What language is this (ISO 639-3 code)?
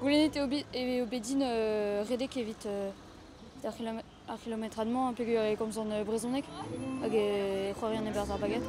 bre